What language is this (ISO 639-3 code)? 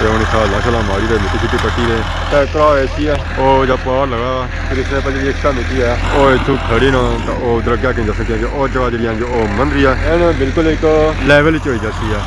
phr